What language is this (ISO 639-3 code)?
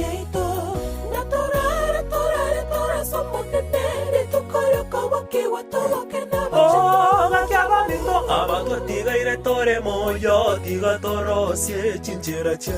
guz